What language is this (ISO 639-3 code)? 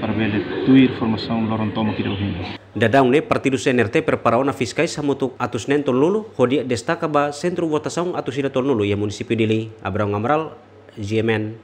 tet